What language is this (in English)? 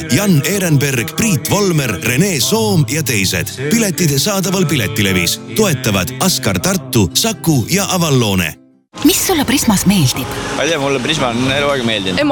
Estonian